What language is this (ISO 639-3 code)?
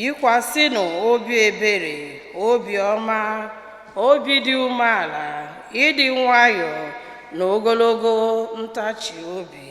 ibo